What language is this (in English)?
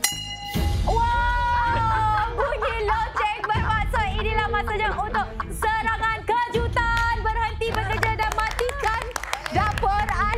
Malay